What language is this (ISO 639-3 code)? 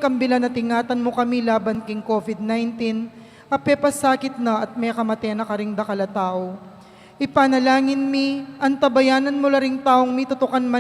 pam